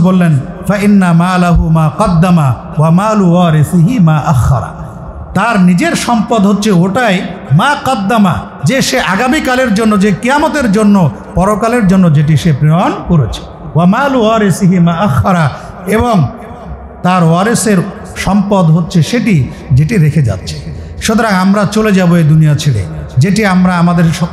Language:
Bangla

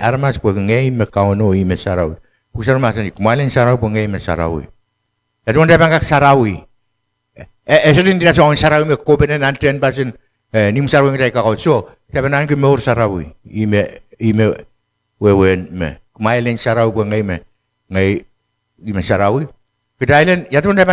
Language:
Pohnpeian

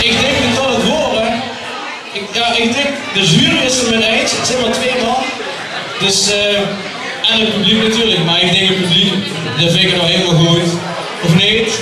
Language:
Limburgish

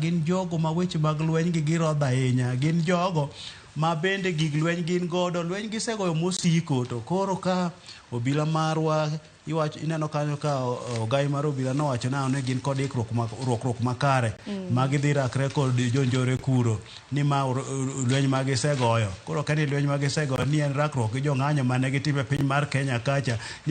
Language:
Luo (Kenya and Tanzania)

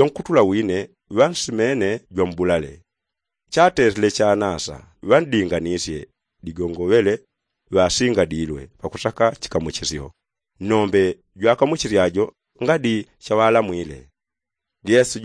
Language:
Yao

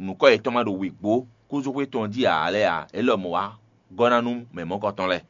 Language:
Fon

